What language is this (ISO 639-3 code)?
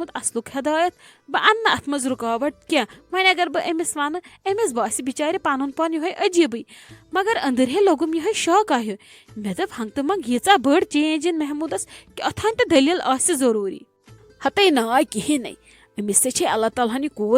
kas